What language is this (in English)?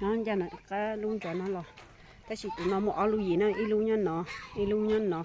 Hmong